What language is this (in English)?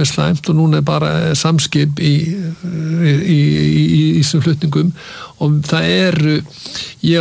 Icelandic